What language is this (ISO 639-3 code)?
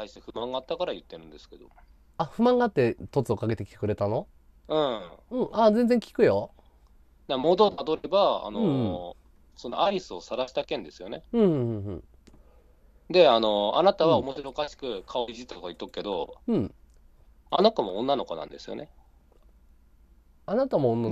jpn